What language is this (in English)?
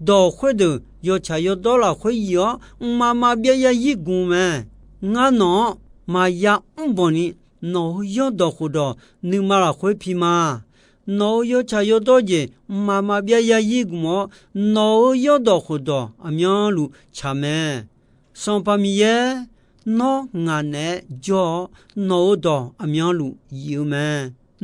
Akha